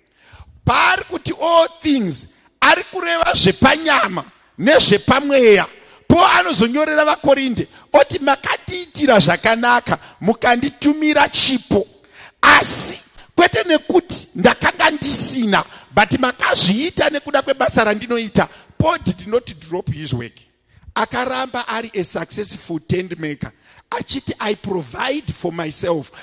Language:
Shona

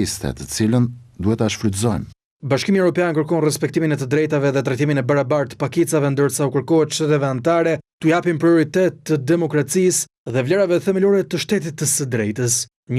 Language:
Albanian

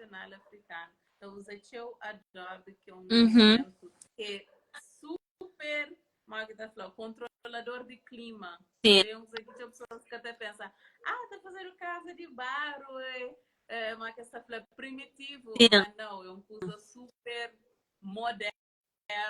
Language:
Kabuverdianu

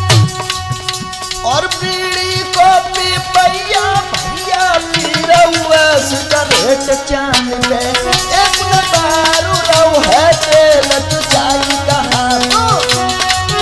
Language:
Haryanvi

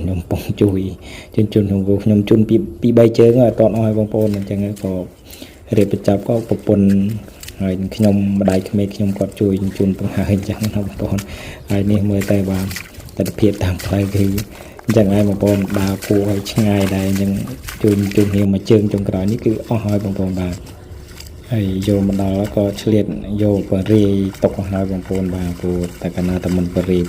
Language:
Khmer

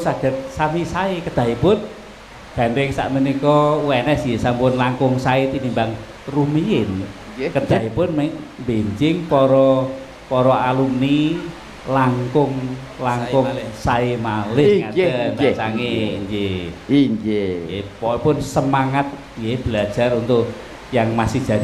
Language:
Javanese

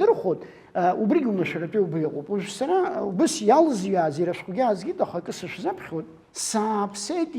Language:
Abkhazian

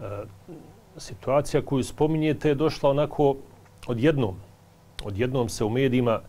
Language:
Bosnian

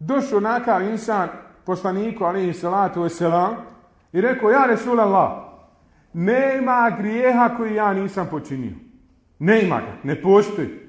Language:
Bosnian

